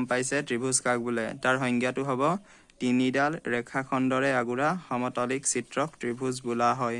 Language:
Assamese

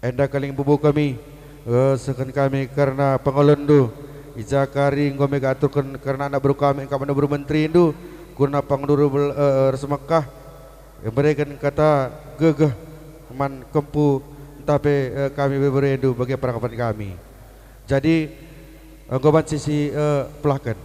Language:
Batak Karo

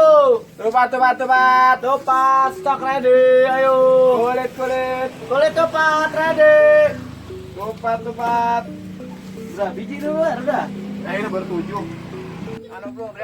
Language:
Betawi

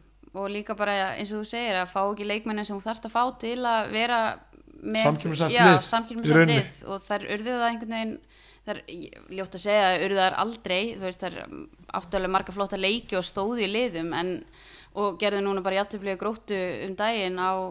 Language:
Icelandic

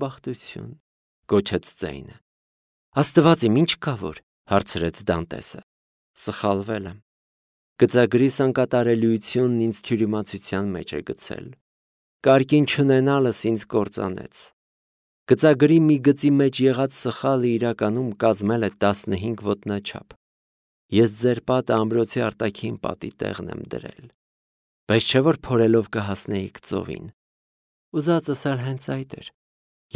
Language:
Armenian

